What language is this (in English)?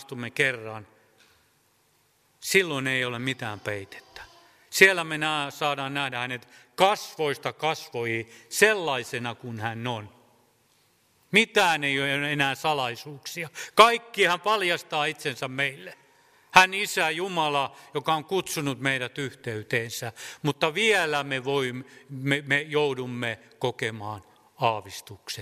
Finnish